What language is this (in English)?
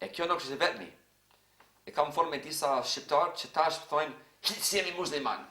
Albanian